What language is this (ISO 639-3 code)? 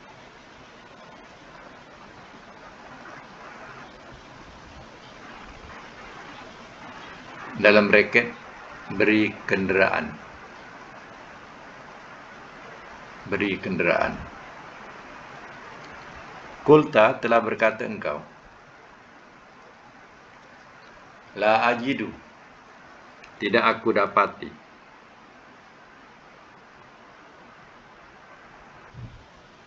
msa